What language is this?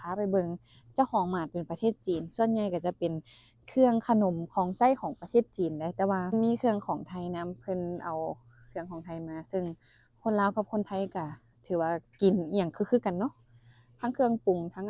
Lao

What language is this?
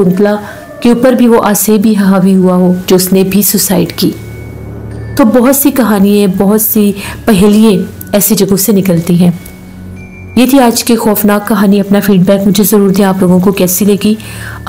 Hindi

